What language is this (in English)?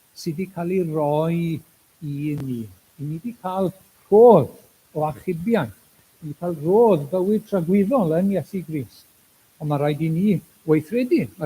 Welsh